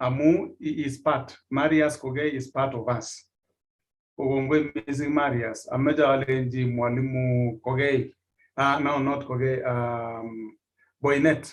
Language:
Kalenjin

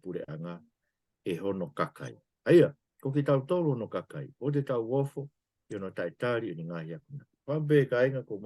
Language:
Tongan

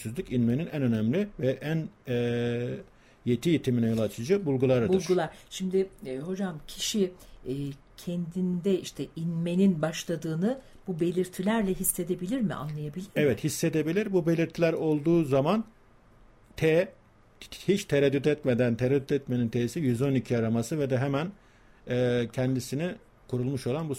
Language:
Turkish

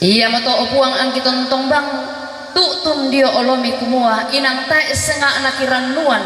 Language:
Toraja-Sa'dan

